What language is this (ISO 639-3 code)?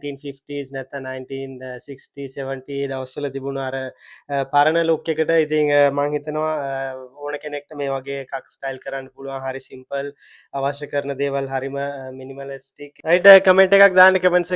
sin